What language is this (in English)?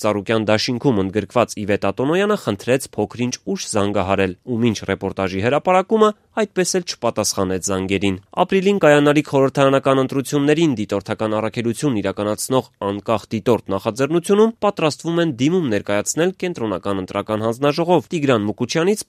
Armenian